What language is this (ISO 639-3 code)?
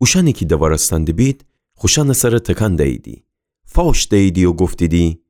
glk